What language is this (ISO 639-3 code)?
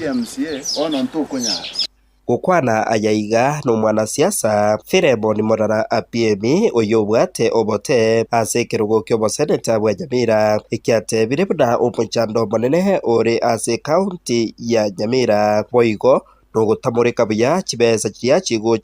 guz